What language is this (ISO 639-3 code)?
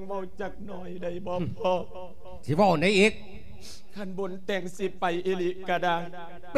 lao